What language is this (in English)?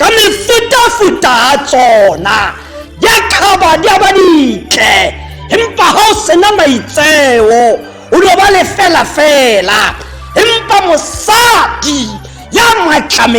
Tswana